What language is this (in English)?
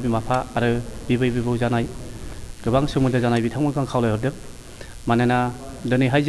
Bodo